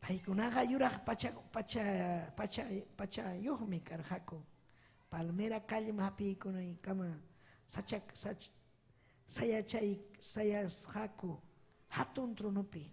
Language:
Ayacucho Quechua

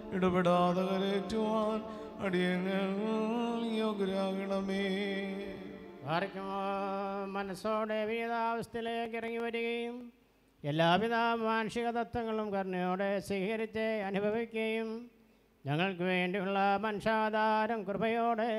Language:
Malayalam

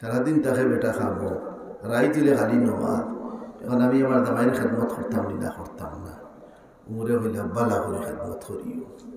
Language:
Sylheti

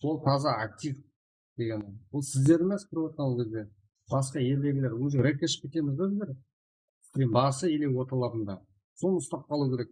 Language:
Kara-Kalpak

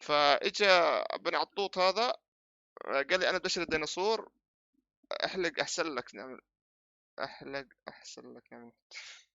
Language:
North Levantine Arabic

